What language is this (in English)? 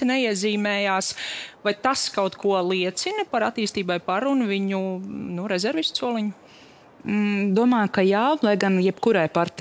Latvian